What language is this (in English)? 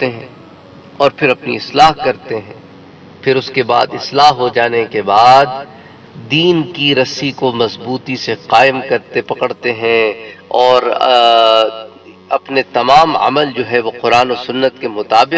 Urdu